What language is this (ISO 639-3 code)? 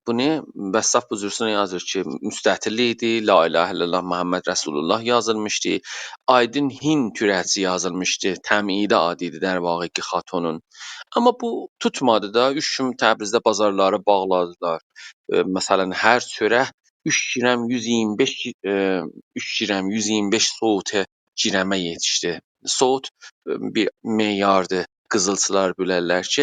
azb